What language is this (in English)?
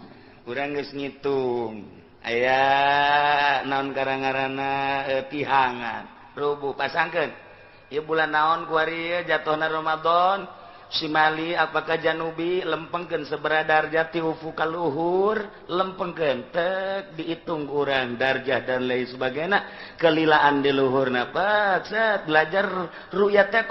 Sundanese